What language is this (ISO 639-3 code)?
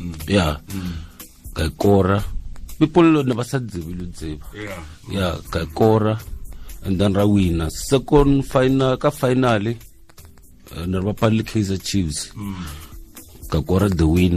tsn